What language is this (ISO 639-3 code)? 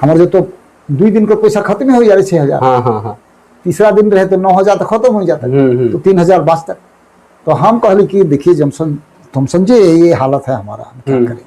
sck